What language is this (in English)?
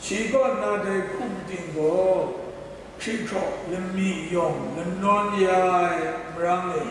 Kachin